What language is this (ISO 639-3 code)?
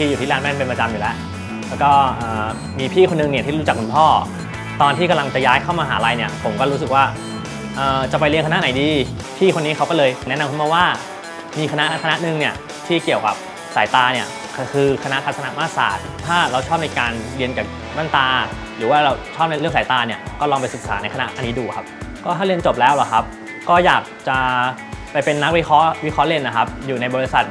tha